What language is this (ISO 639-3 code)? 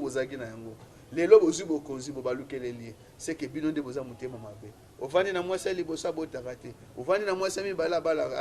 lin